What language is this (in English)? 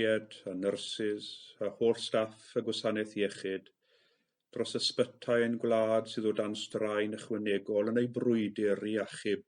Welsh